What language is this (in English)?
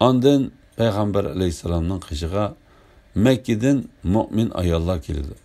Uyghur